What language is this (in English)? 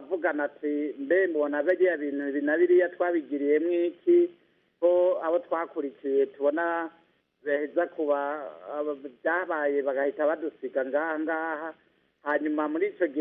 Kinyarwanda